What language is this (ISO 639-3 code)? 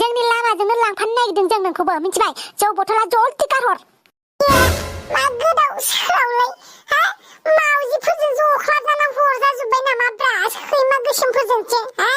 brx